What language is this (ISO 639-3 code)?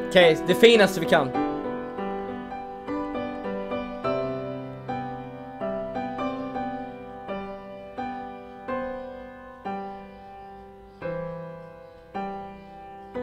swe